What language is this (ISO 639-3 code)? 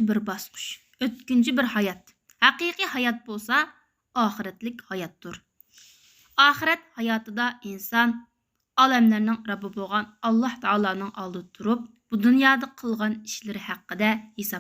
uig